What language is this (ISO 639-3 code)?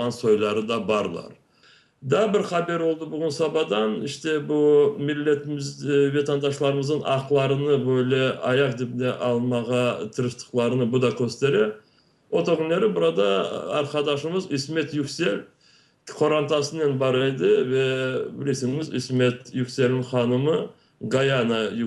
crh